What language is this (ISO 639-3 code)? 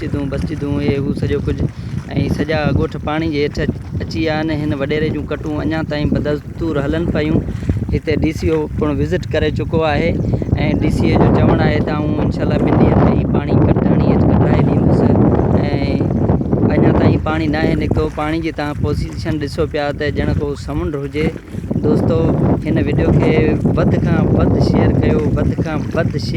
snd